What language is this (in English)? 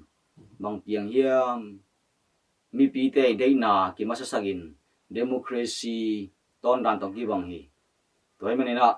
Tedim Chin